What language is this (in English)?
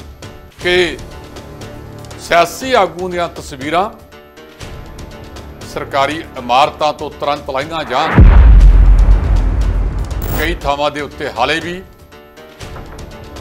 Punjabi